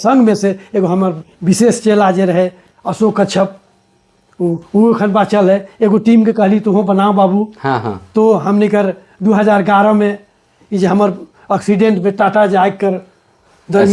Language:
Sadri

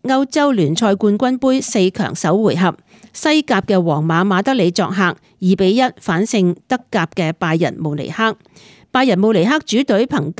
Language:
Cantonese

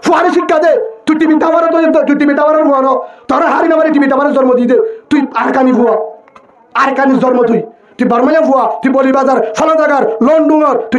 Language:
Rohingya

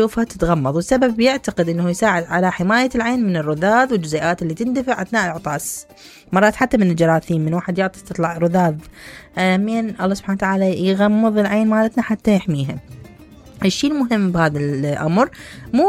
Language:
Mesopotamian Arabic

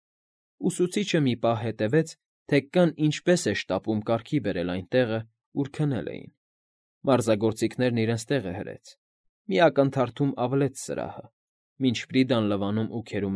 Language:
Armenian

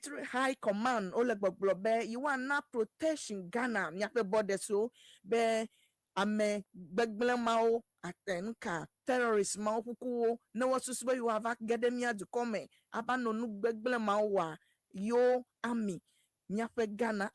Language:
Ewe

